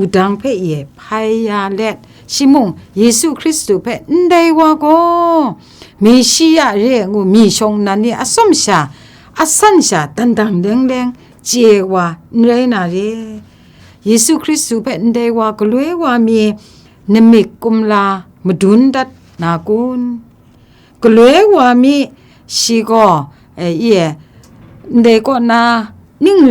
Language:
Kachin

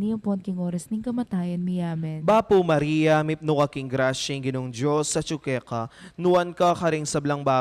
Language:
Pampanga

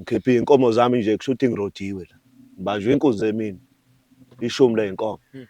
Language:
Zulu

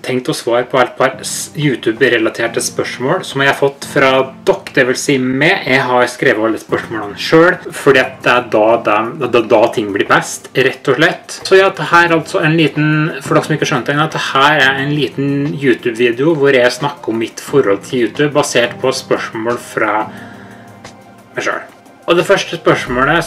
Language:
Norwegian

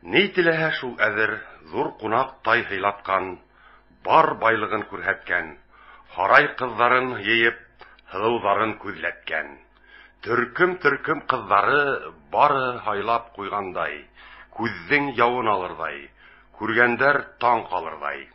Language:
Bashkir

